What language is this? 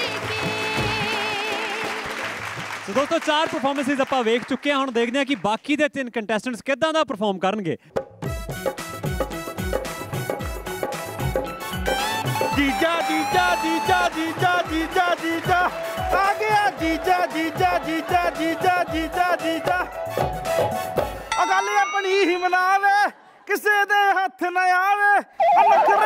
Punjabi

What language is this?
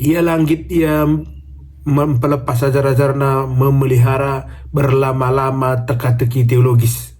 Batak Karo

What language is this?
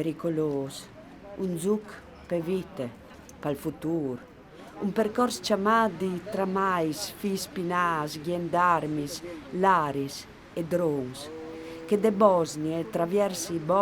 Friulian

